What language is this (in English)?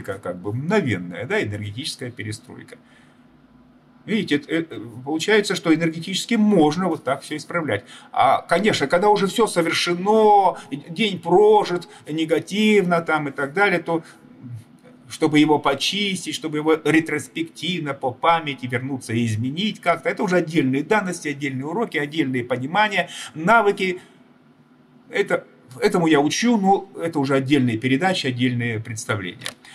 Russian